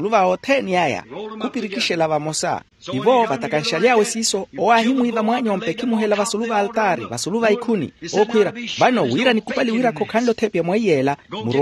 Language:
Makhuwa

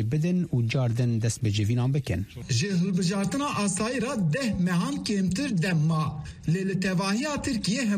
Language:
Kurdish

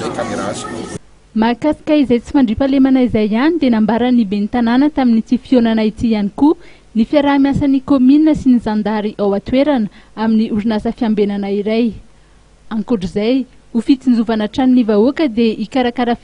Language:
Malagasy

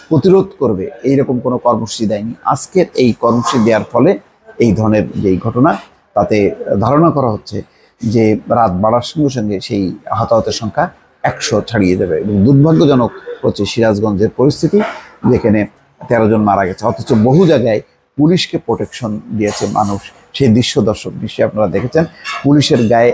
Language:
Bangla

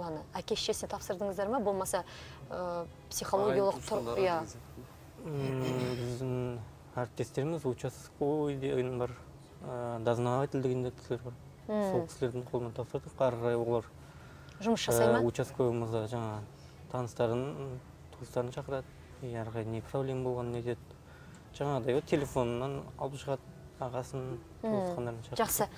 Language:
Kazakh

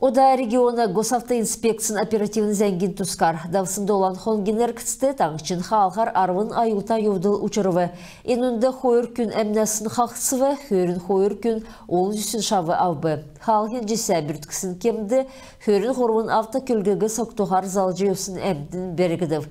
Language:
Kalmyk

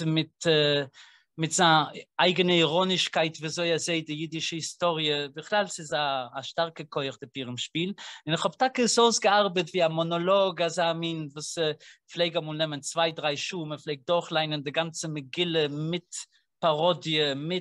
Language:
Yiddish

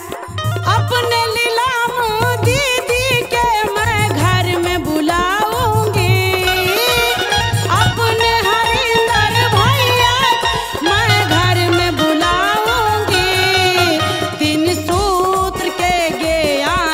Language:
Bhojpuri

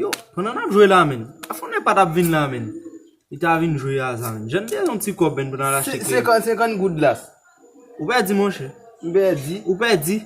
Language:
Haitian Creole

